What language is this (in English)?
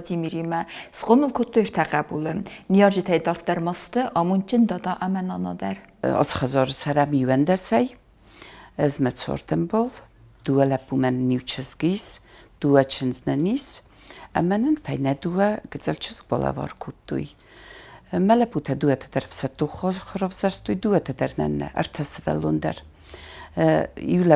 Ossetic